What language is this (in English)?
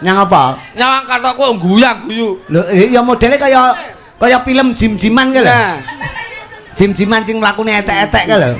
Javanese